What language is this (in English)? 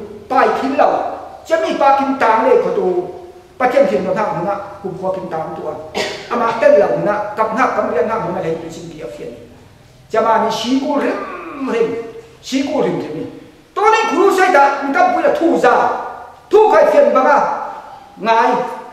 Falam Chin